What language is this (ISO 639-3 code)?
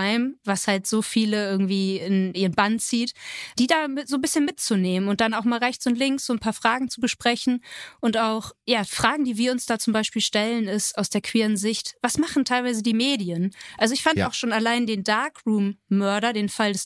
deu